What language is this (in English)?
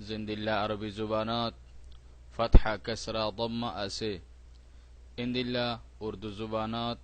Rohingya